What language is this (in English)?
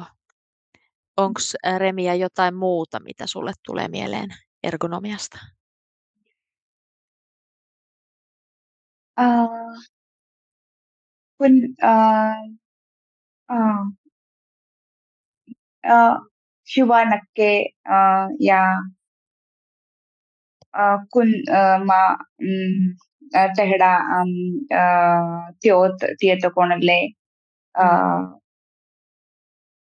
Finnish